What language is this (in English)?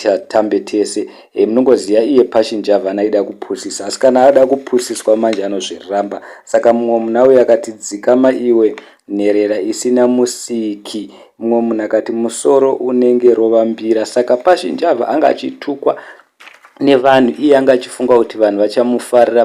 Shona